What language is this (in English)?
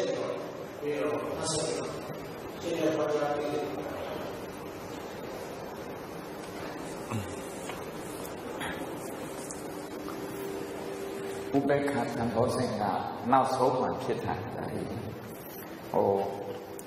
Burmese